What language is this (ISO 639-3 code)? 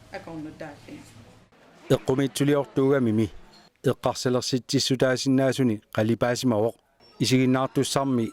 kal